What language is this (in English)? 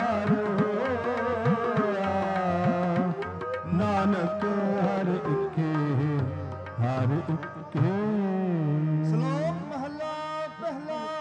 Punjabi